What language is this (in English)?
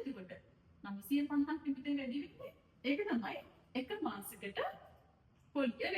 Sinhala